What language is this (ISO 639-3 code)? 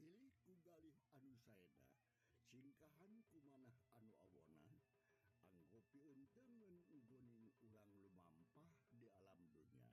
sun